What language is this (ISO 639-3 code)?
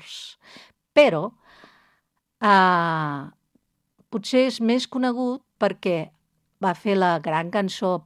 cat